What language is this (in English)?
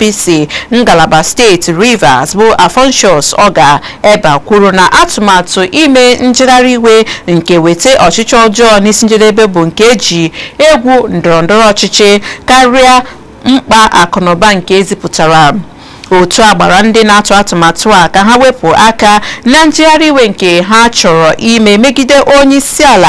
Igbo